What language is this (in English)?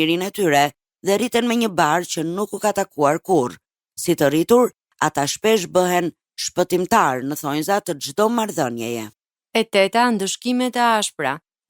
Albanian